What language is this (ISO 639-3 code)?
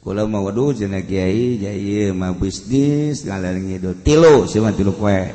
sun